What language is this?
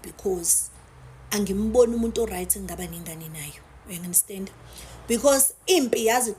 Zulu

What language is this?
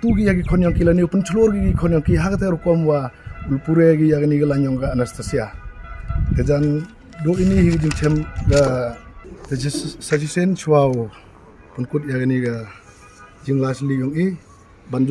Pnar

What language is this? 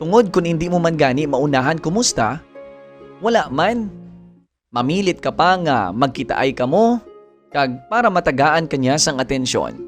Hiligaynon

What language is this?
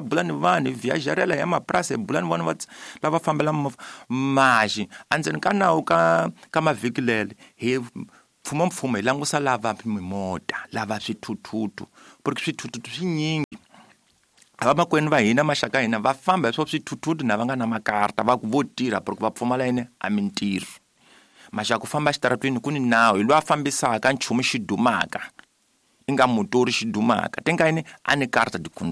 Tsonga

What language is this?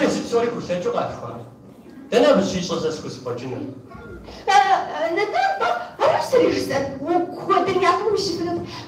Kabardian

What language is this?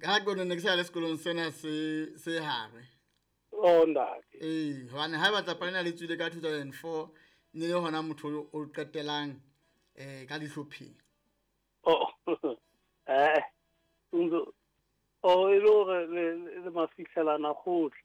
Southern Sotho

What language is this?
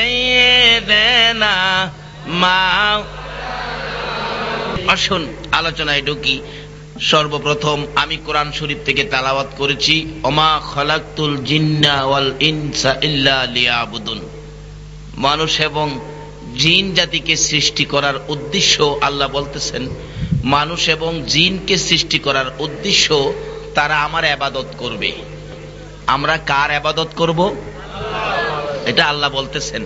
Bangla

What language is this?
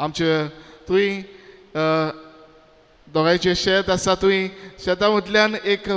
Konkani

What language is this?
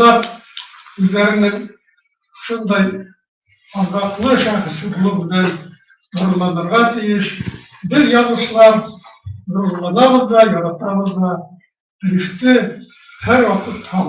Bashkir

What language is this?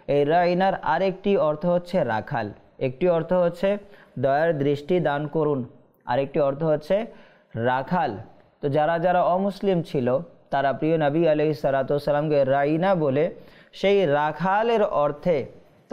Bangla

